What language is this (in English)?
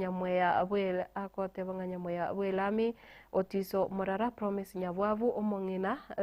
Gusii